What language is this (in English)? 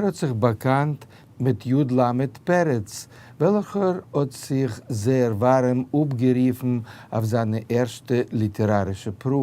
Yiddish